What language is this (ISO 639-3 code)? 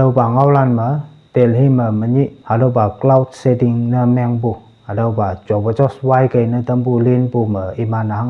nbe